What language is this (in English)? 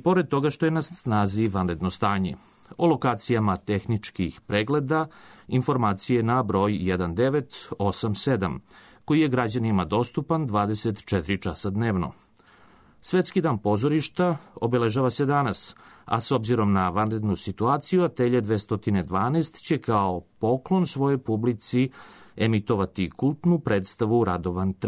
Serbian